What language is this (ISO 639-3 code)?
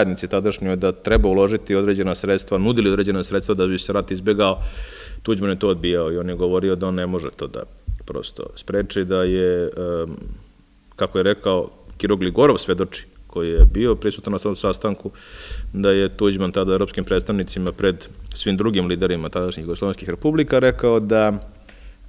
srp